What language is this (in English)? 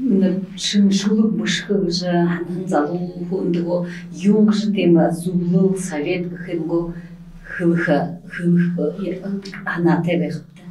Buriat